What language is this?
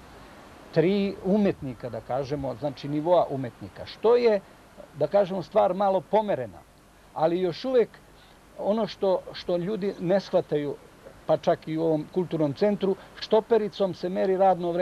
Serbian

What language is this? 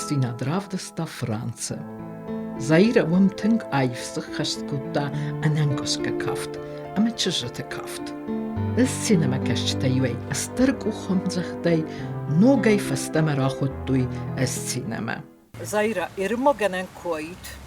Ossetic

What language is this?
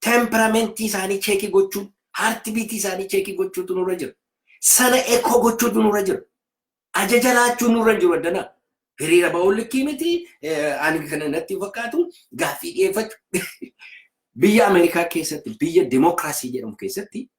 Oromo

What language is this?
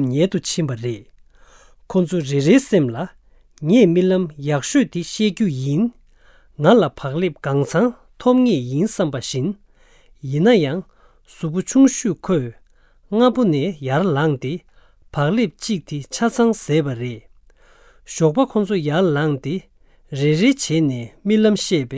Tibetan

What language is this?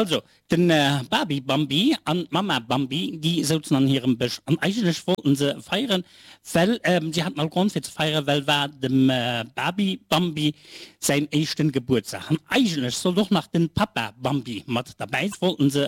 Luxembourgish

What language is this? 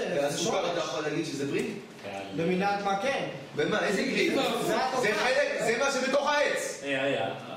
Hebrew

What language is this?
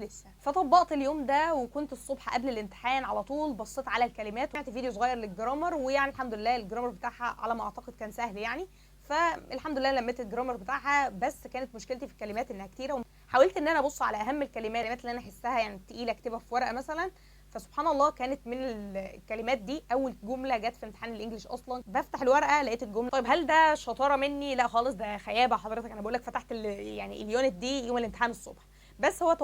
Egyptian Arabic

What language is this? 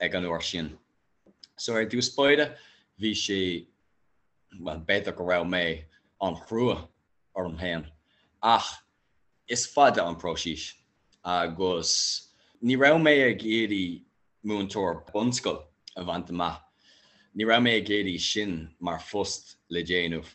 Irish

